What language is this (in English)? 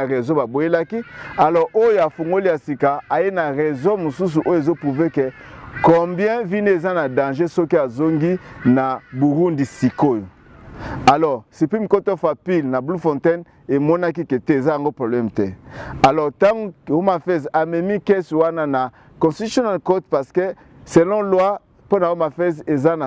Lingala